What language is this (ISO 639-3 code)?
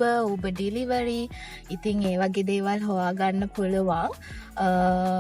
sin